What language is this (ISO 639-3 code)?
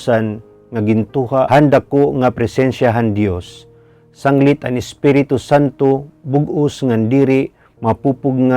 war